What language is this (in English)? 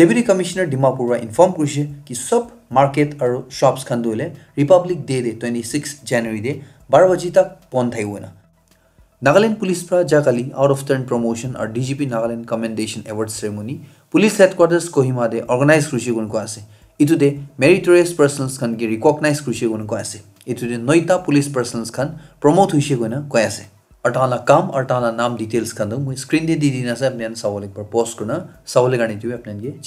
Naga Pidgin